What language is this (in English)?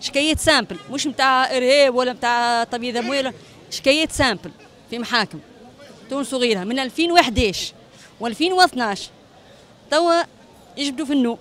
Tunisian Arabic